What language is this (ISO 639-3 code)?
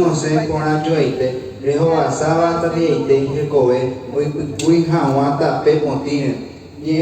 grn